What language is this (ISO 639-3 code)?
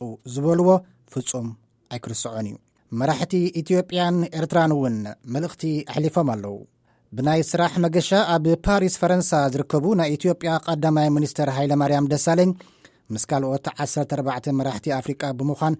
tir